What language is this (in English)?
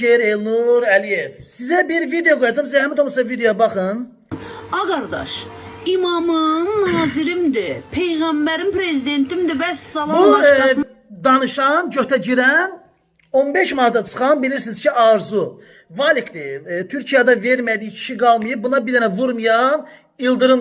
Azerbaijani